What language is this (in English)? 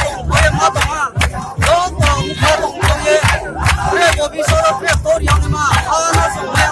Riang (India)